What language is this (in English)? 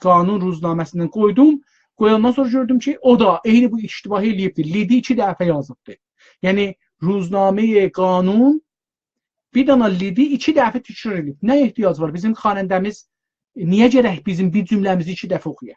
South Azerbaijani